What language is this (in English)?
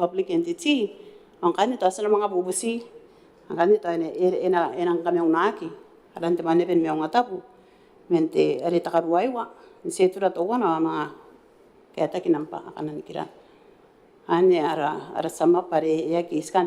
Gilbertese